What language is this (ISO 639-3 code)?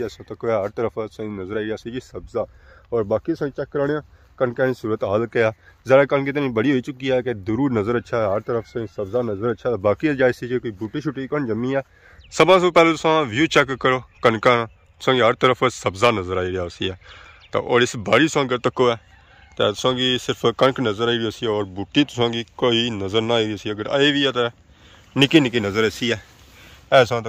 phr